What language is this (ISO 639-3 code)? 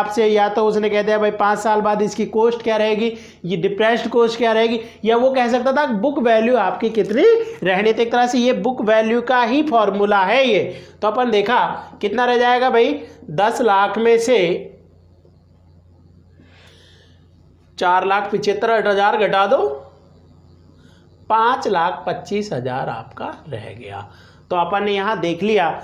hin